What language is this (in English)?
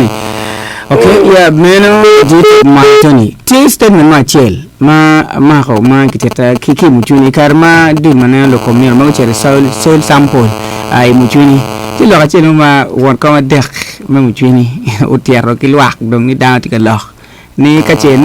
Acoli